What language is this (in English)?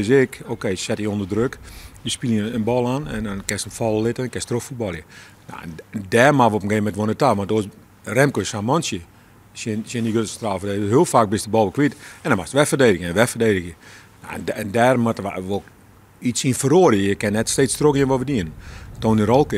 Western Frisian